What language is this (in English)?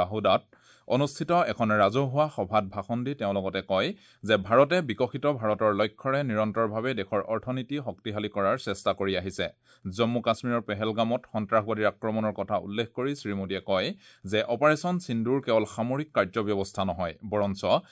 Assamese